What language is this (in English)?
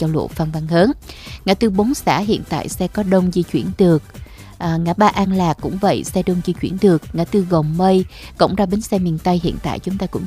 Vietnamese